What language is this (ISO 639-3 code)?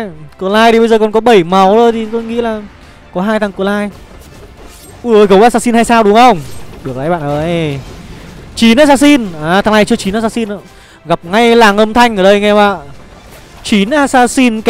vie